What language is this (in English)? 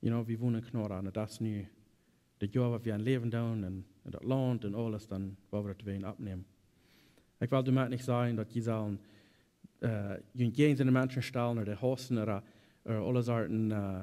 Plautdietsch